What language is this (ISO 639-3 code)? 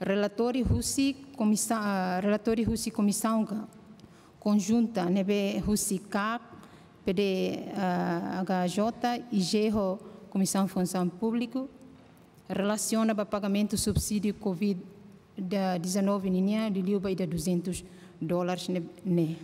tet